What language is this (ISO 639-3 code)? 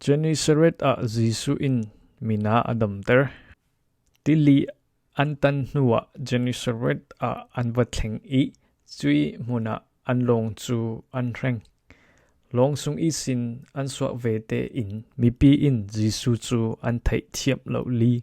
cfm